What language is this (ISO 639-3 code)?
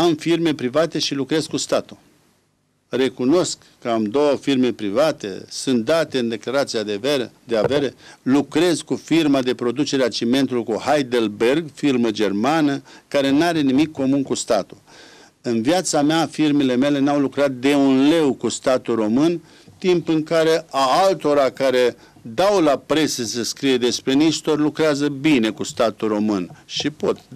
ron